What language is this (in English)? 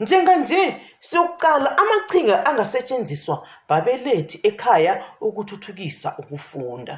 South Ndebele